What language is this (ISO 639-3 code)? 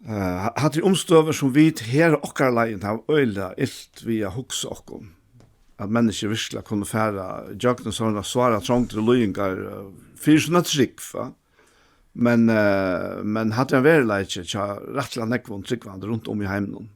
fao